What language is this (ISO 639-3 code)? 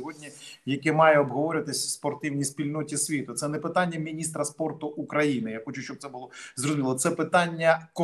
ukr